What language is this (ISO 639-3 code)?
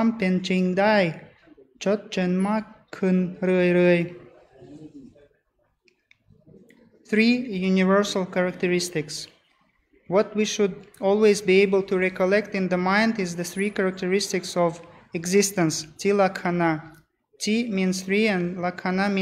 tha